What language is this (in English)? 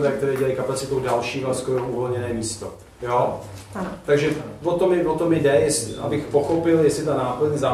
Czech